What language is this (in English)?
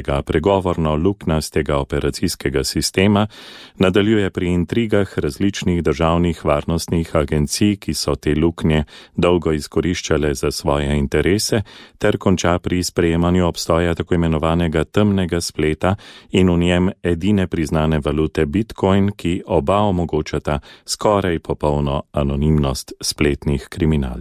Slovenian